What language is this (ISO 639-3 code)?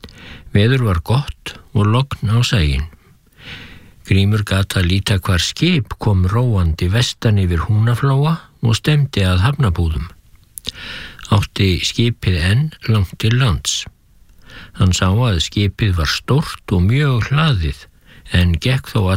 isl